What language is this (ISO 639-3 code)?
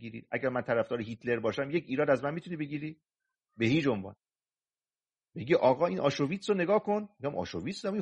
fas